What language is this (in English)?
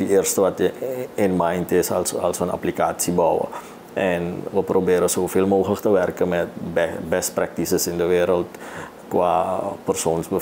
Dutch